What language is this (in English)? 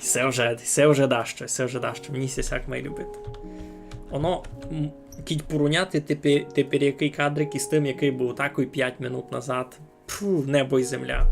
Rusyn